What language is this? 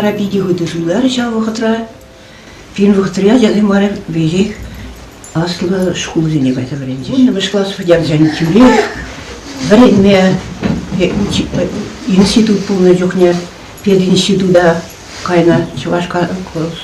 Chuvash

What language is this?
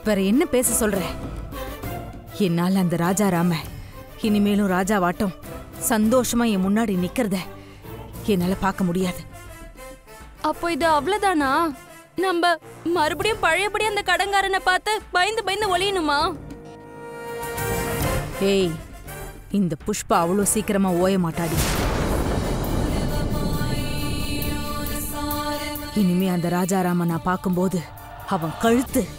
Tamil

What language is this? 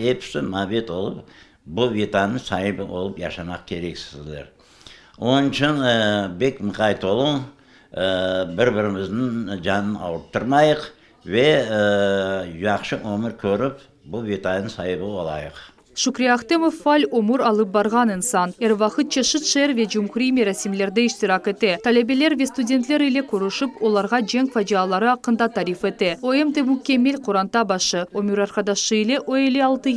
Crimean Tatar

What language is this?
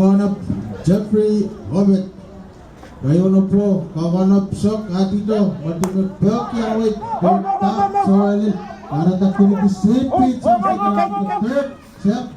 Pohnpeian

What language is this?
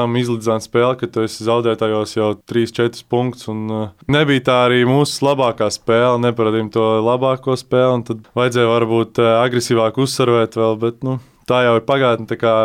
Latvian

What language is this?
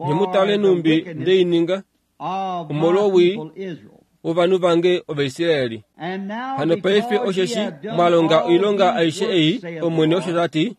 Kuanyama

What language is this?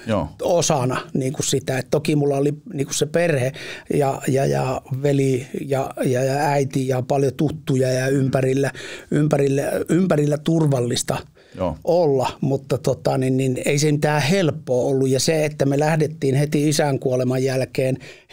Finnish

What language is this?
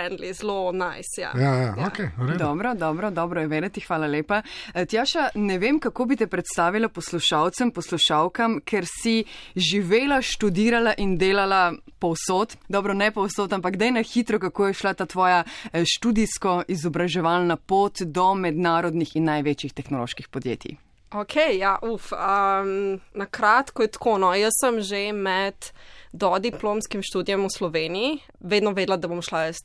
Slovenian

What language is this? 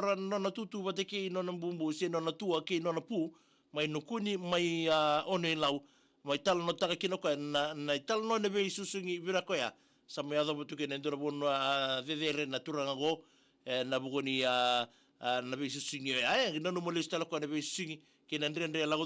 Fijian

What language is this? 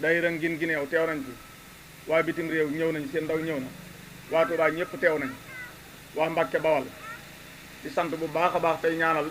Wolof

